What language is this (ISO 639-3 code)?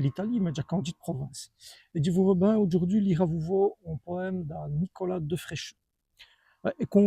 wln